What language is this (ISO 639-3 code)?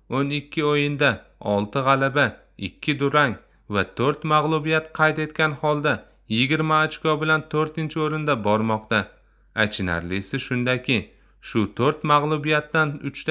uzb